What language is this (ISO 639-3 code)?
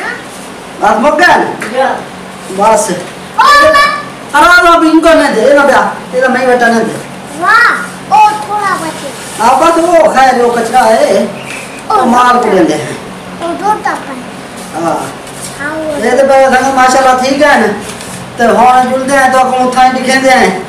skr